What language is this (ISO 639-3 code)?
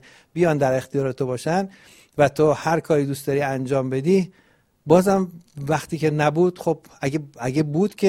fas